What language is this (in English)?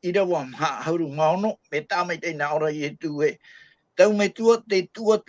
Tahitian